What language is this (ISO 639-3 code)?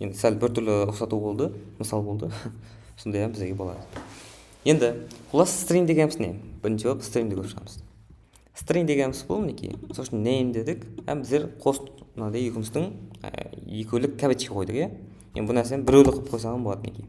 kaa